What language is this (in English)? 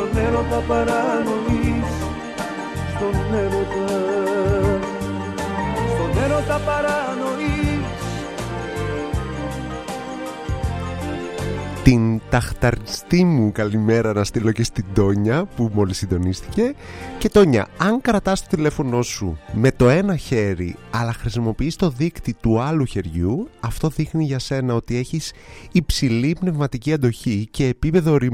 Greek